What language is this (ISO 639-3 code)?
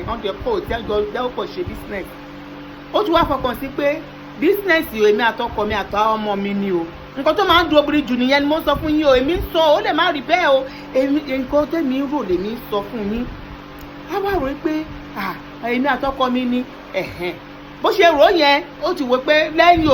yor